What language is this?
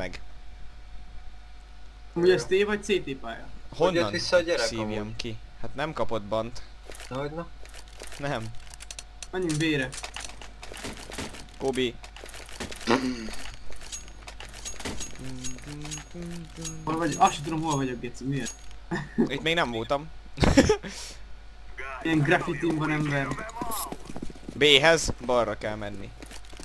Hungarian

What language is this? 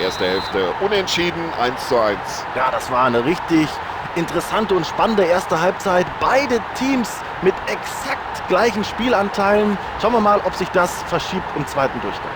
Bavarian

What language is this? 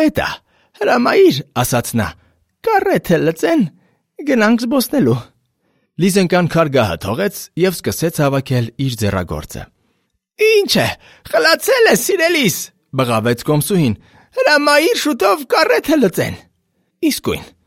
Armenian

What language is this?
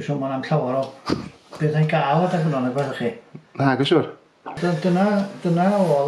Welsh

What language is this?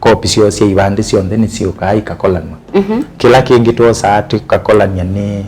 Kamba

